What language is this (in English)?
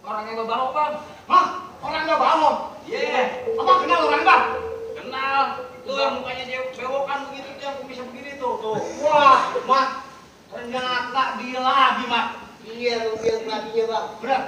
Betawi